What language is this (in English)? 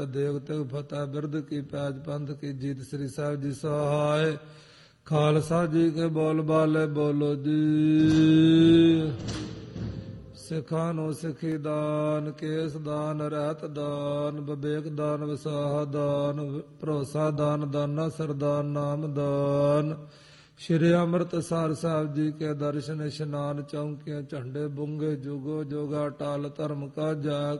Punjabi